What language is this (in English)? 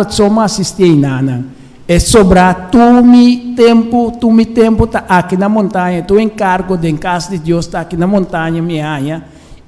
Papiamento